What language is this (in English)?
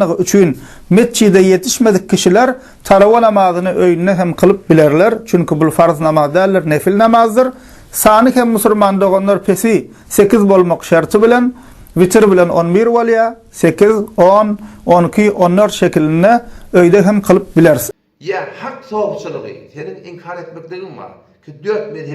Turkmen